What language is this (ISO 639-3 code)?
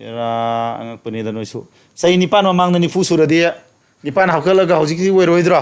mni